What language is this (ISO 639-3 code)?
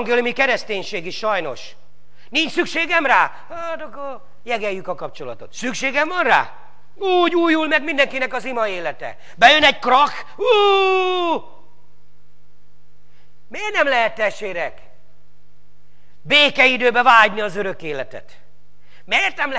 hun